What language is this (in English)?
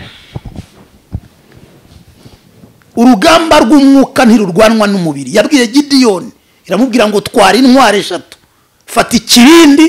Kinyarwanda